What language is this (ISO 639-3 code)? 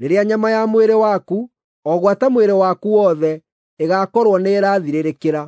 kik